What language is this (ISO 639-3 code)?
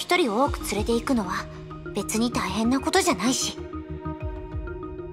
jpn